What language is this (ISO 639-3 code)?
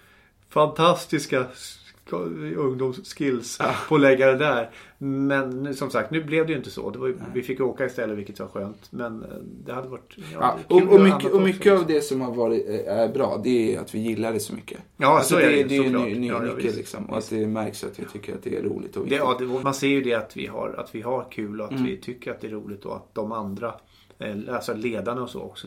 swe